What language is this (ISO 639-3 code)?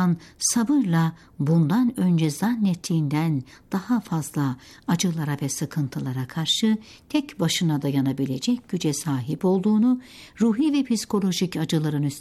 tur